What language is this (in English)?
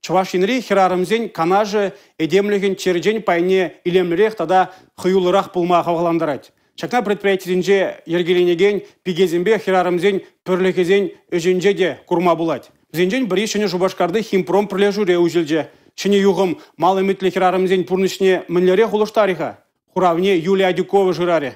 Chuvash